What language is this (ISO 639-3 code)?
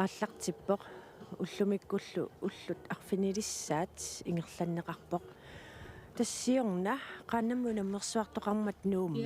kal